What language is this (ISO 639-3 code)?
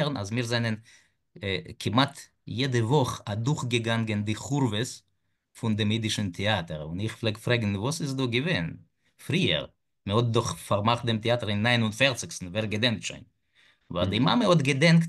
yid